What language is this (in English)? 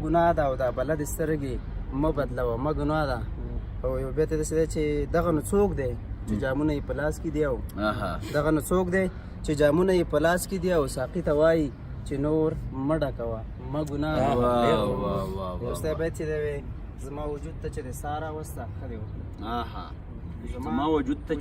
Pashto